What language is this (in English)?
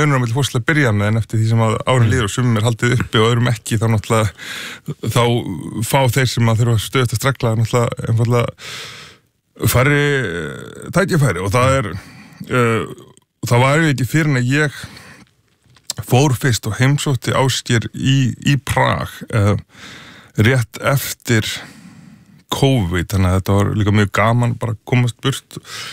Icelandic